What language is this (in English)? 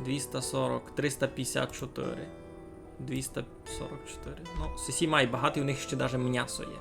Rusyn